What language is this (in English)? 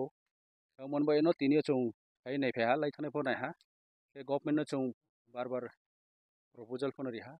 Kok Borok